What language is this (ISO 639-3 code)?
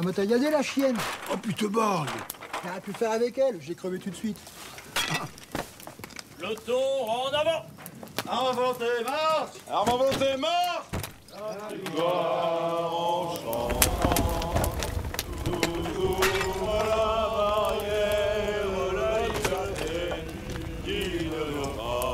fra